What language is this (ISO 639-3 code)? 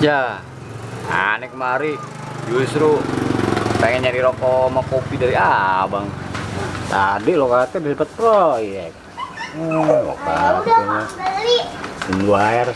bew